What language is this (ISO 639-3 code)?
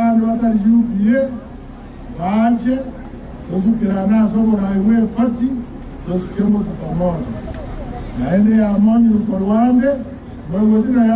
guz